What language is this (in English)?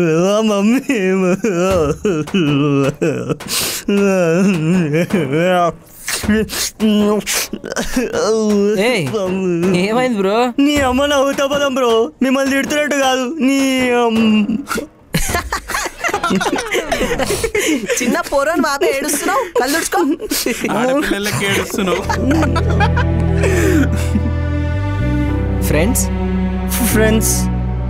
Telugu